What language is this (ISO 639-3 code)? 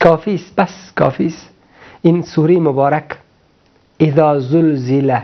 fas